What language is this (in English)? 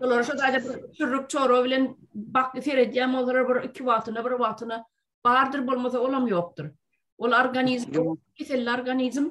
Turkmen